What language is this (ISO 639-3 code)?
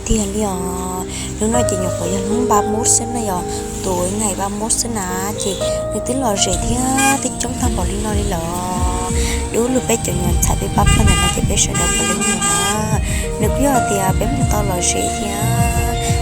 hmn